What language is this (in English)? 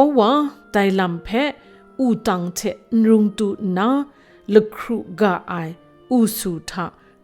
Kachin